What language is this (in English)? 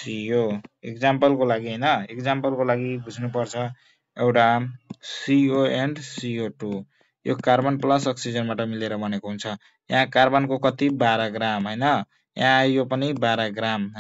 Nepali